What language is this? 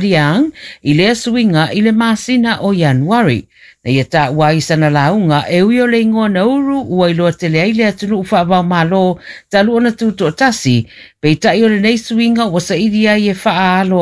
Samoan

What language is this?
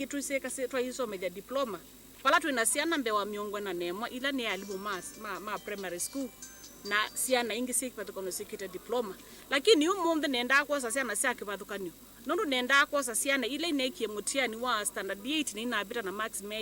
Kamba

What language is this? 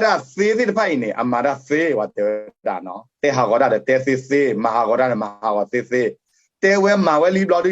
S'gaw Karen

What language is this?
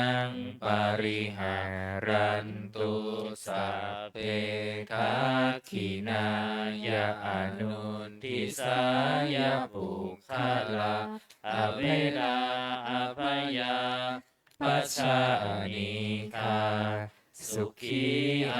Pali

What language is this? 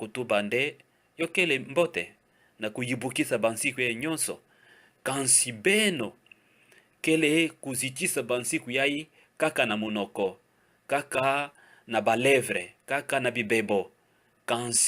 Kituba (Democratic Republic of Congo)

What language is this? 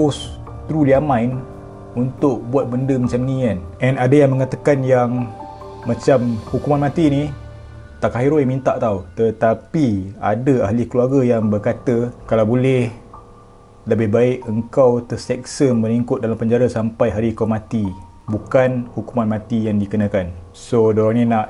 Malay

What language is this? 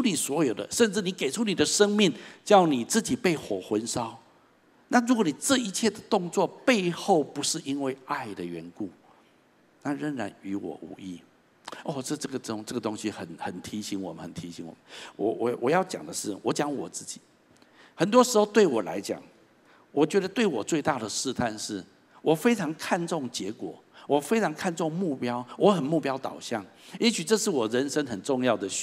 Chinese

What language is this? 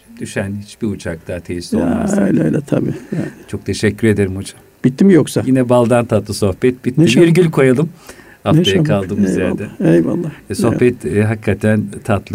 Turkish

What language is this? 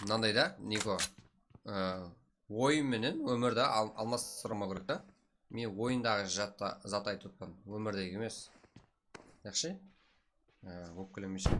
Kara-Kalpak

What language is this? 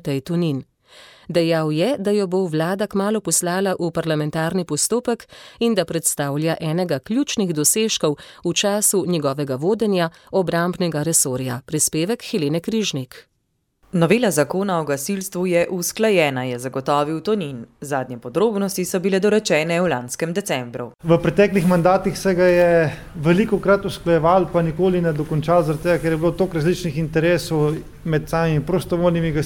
Slovenian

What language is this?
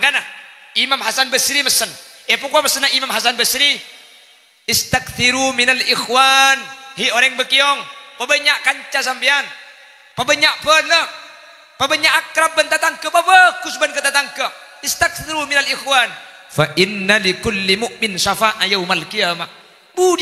Madurese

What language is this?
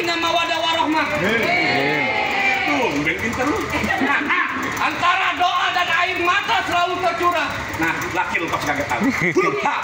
Betawi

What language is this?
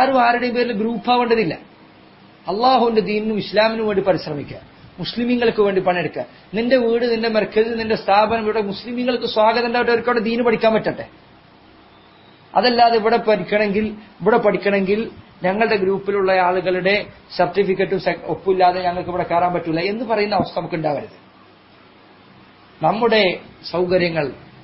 Malayalam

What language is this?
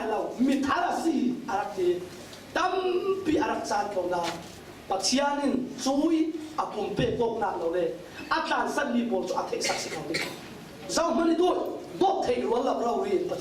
Falam Chin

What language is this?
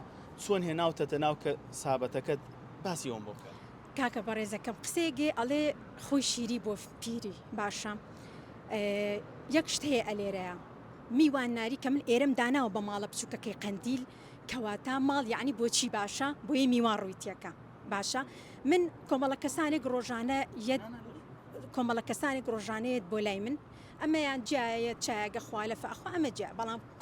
Central Kurdish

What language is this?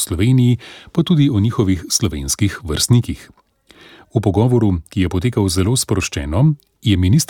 Slovenian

